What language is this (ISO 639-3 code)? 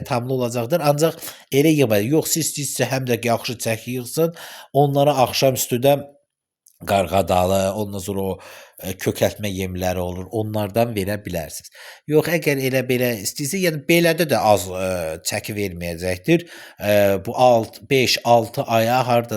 aze